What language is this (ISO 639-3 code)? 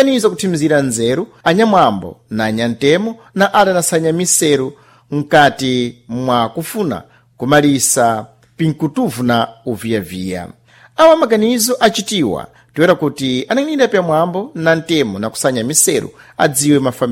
seh